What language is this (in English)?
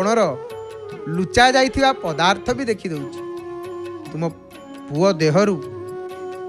Odia